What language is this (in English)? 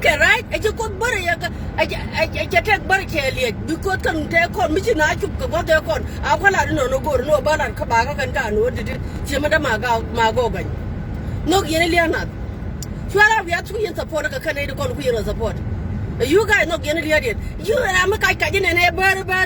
Nuer